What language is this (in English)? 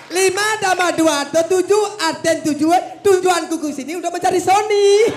Balinese